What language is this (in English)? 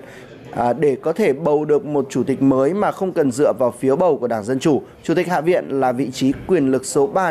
Vietnamese